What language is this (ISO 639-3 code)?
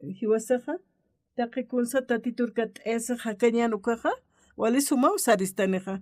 aym